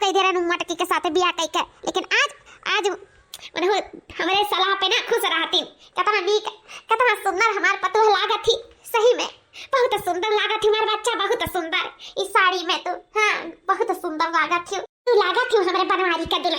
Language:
Awadhi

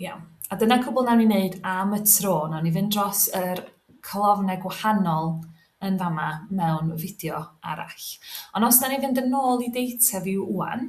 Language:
Welsh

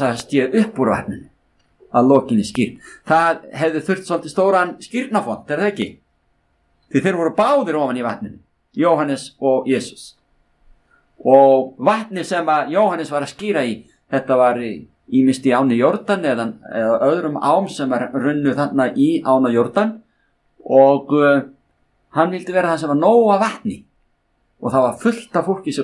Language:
Icelandic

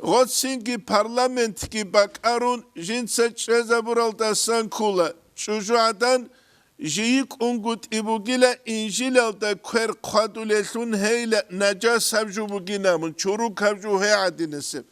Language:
Avaric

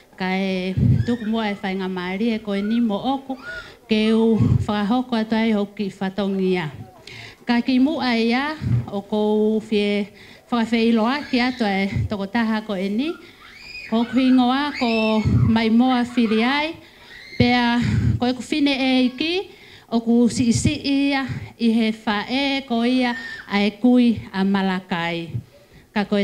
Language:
Tongan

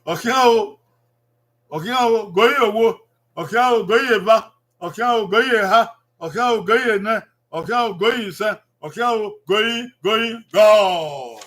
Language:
Bini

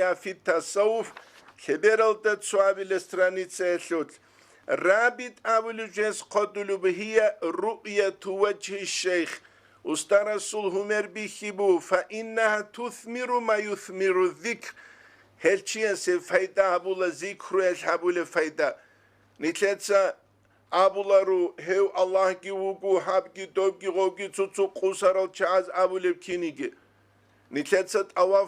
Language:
Avaric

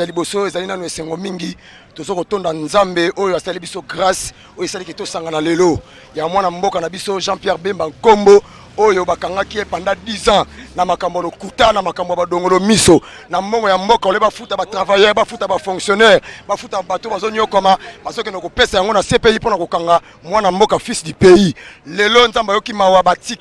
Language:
Lingala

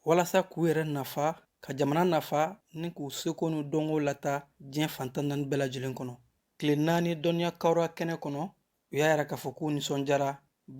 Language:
Bambara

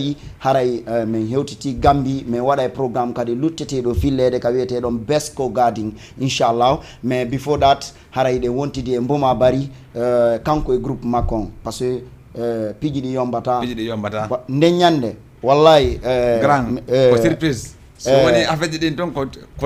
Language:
Fula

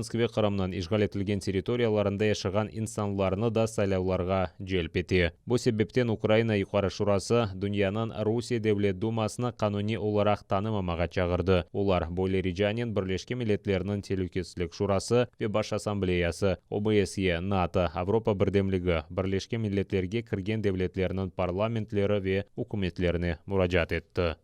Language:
Crimean Tatar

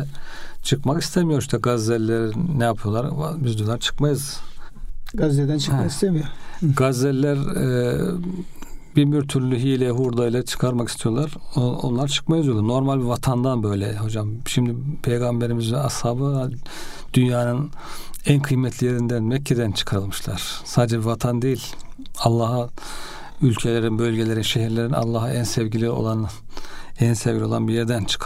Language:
Turkish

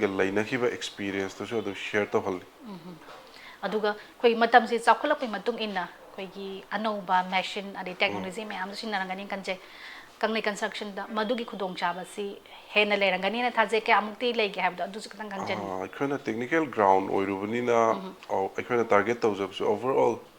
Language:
Manipuri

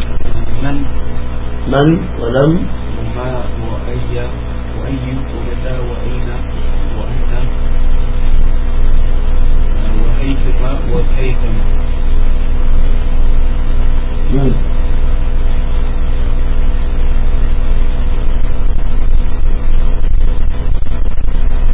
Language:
Arabic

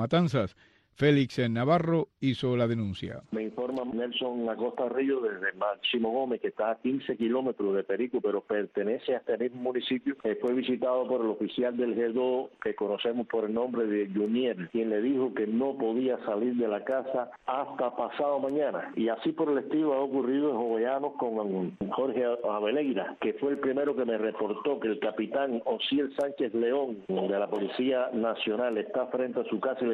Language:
Spanish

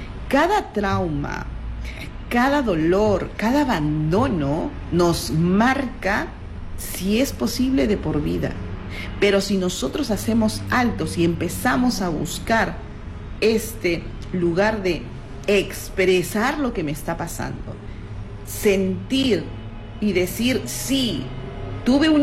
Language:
Spanish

